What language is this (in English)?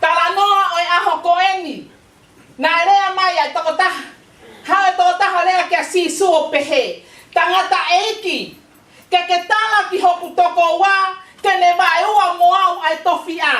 Tongan